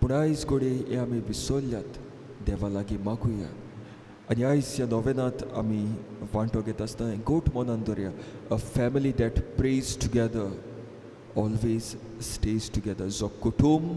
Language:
Konkani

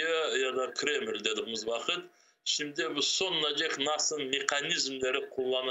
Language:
Crimean Tatar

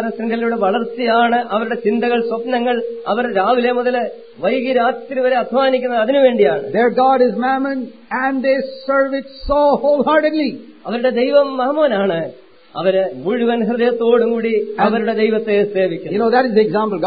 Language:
Malayalam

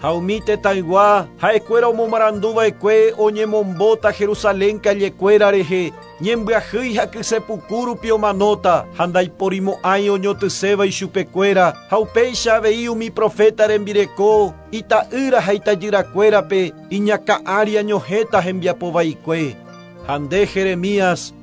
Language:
Guarani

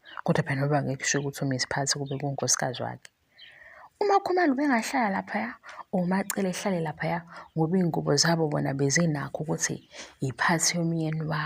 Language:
Zulu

